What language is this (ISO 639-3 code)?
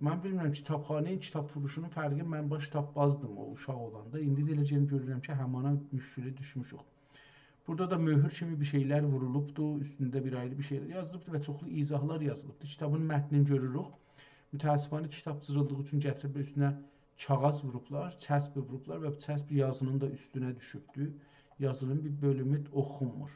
azb